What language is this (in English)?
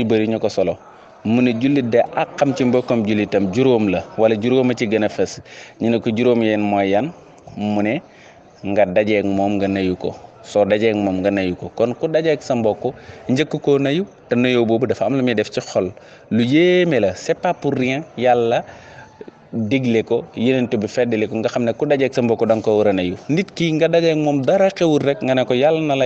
Wolof